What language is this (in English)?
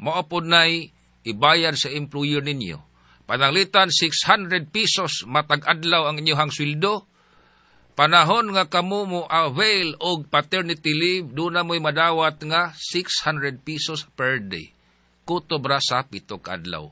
Cebuano